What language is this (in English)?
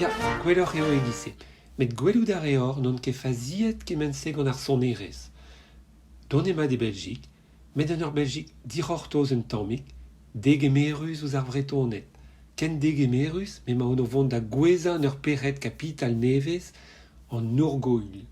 Breton